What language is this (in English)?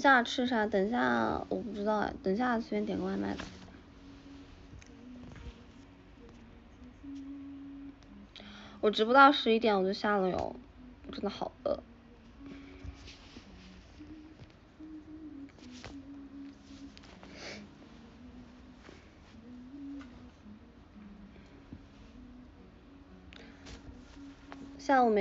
Chinese